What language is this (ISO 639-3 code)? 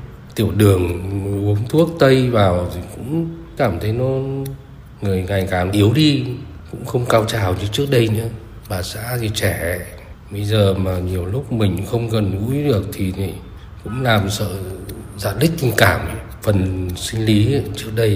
vie